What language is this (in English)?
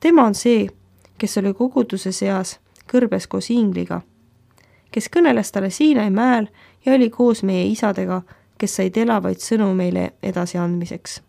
Estonian